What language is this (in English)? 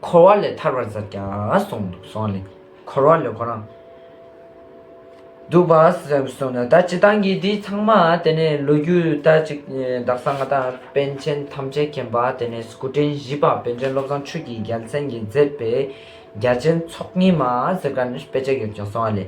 Ladakhi